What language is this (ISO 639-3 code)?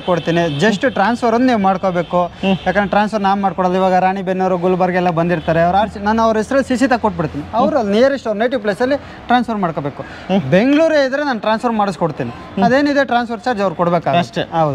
kan